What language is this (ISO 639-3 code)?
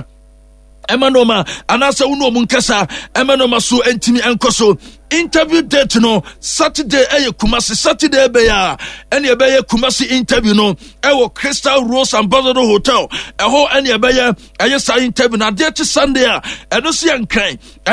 aka